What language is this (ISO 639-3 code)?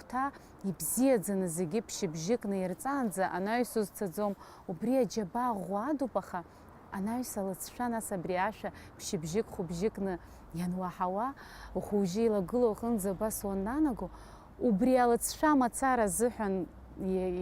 abk